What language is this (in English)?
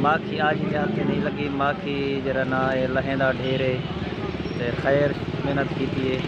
Saraiki